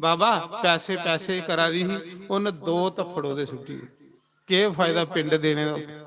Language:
Dogri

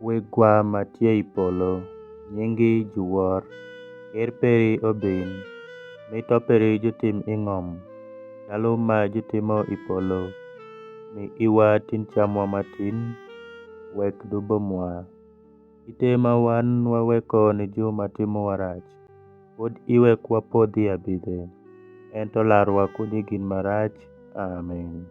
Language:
Alur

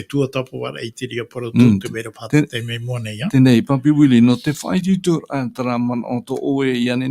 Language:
Tahitian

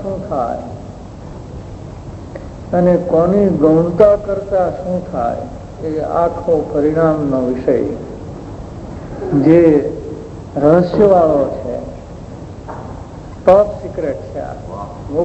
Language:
Gujarati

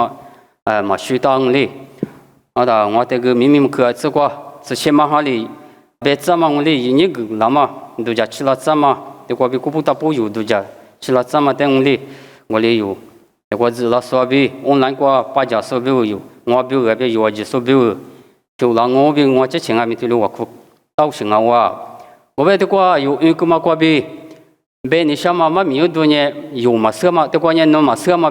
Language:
Lisu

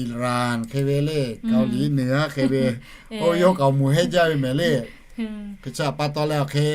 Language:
Lahu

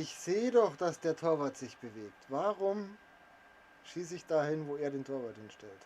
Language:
Bavarian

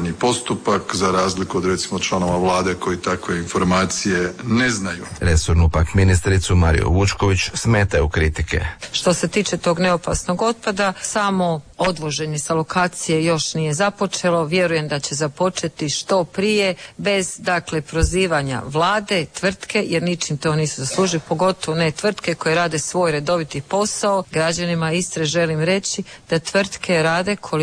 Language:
Croatian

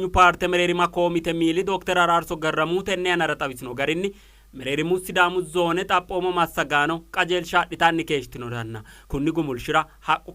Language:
Sidamo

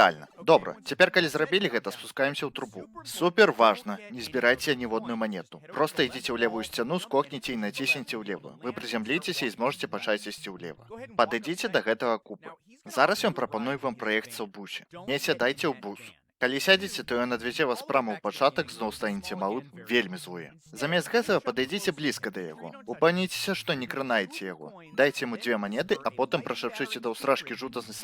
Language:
Belarusian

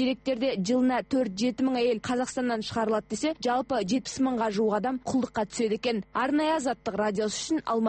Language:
Kazakh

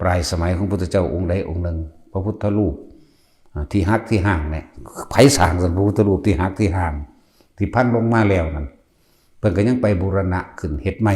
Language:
Northeastern Thai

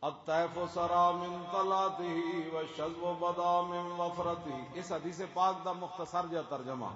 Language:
Western Panjabi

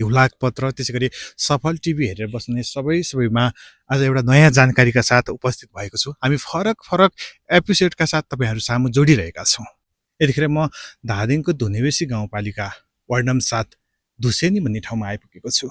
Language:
Nepali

